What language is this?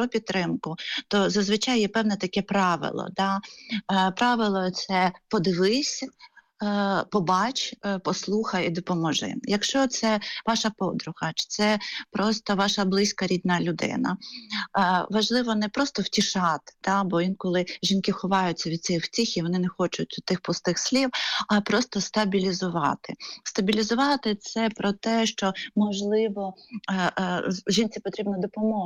Ukrainian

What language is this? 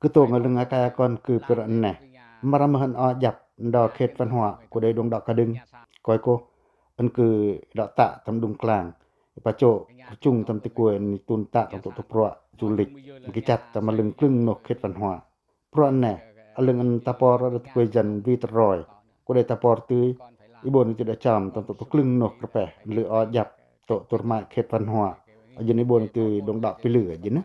Pacoh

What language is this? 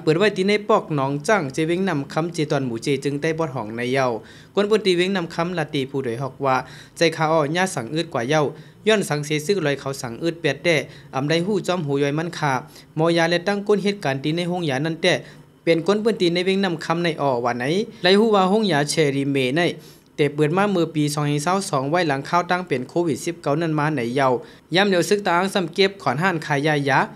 Shan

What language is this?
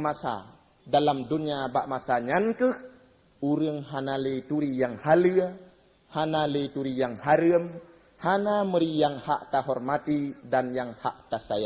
Achinese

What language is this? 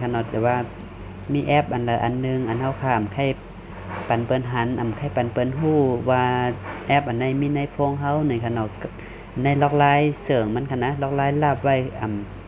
Shan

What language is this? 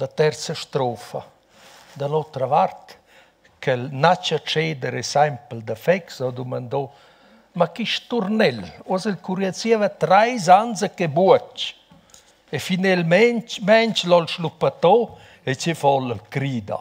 Romansh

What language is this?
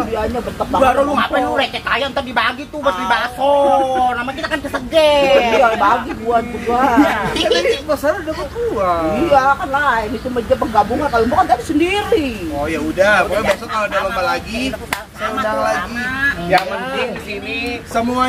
Betawi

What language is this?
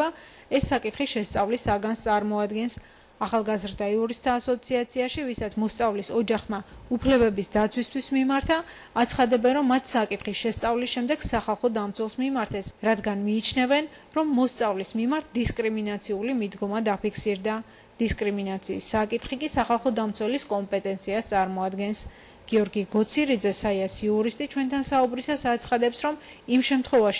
Georgian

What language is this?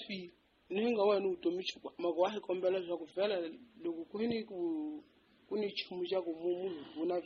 Tsonga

